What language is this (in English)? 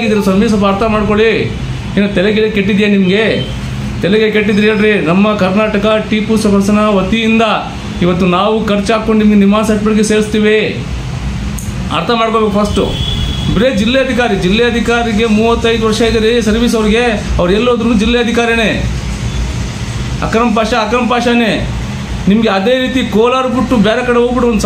Kannada